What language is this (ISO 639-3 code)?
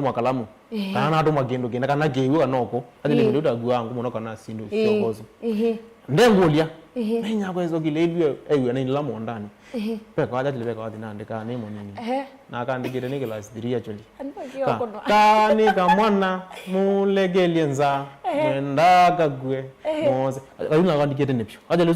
kam